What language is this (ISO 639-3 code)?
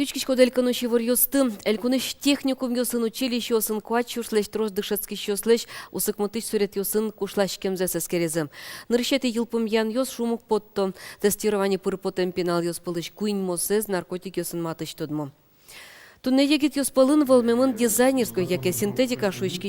udm